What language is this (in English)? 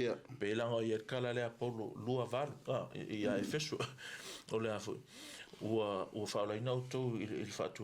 Samoan